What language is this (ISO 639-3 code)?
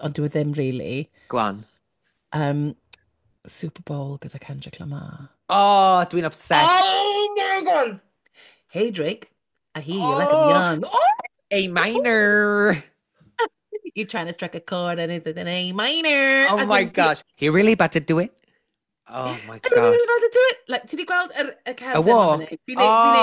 cym